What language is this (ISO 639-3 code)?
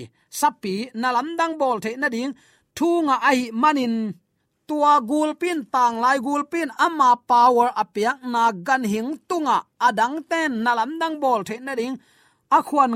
ctd